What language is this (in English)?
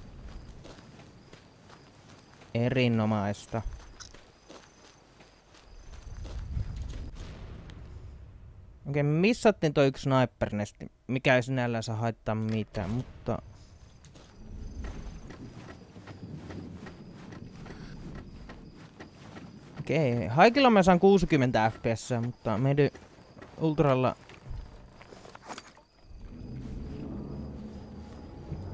Finnish